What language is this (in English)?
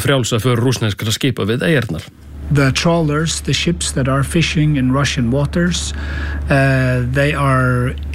Icelandic